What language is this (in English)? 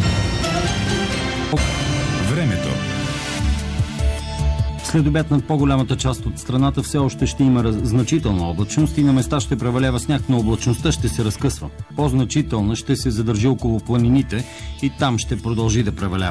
Bulgarian